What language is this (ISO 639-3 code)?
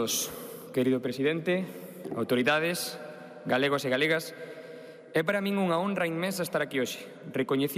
glg